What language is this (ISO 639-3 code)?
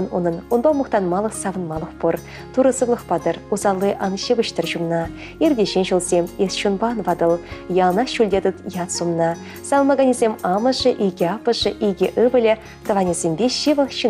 chv